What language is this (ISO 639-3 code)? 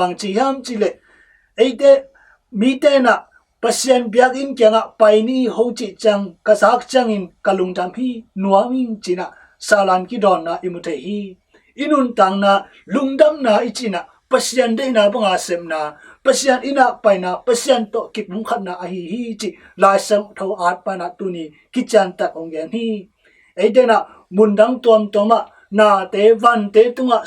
ctd